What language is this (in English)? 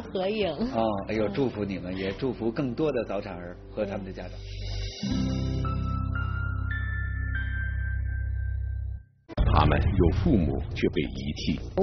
Chinese